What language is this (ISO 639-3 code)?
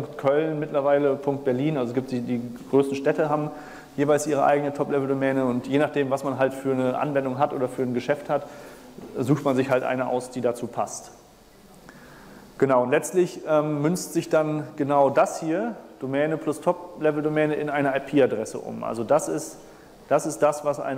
deu